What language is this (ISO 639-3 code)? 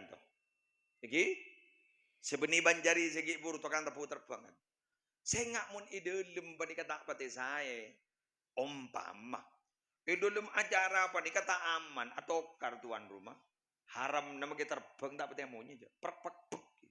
mad